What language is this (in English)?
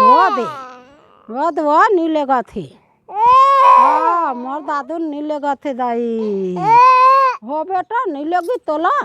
Chhattisgarhi